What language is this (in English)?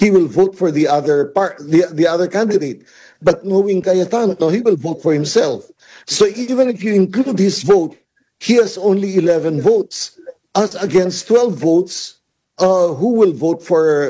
Filipino